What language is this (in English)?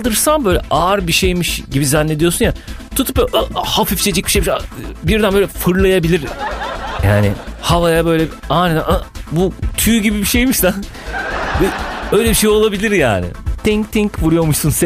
Turkish